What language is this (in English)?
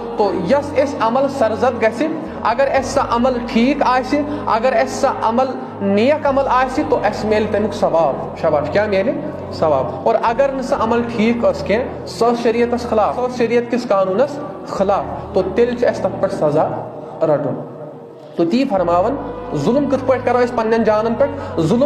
Kashmiri